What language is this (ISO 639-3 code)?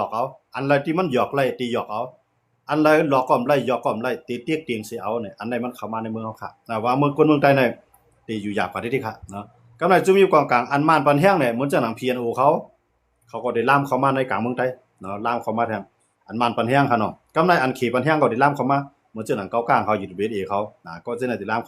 shn